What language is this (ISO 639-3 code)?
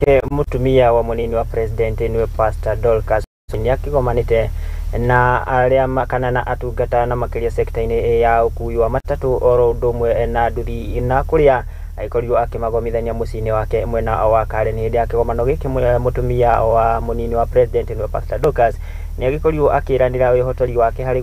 kik